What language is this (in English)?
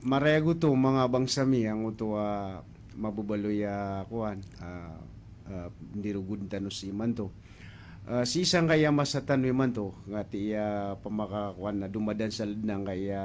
Maranao